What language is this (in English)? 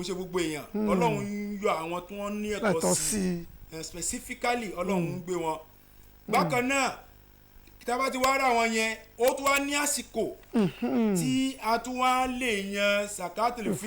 Yoruba